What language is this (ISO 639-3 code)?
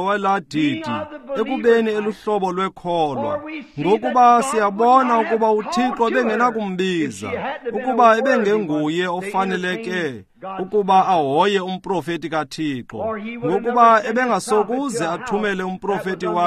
xho